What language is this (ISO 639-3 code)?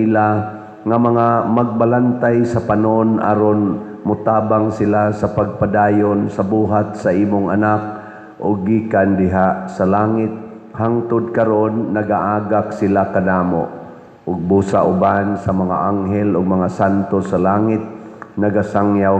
ceb